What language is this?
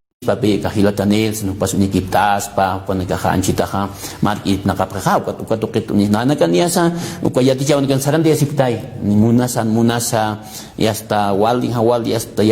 Aymara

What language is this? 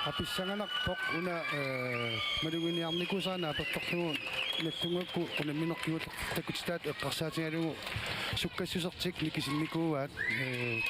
Kalaallisut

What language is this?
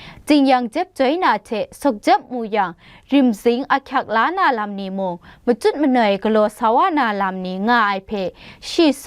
Kachin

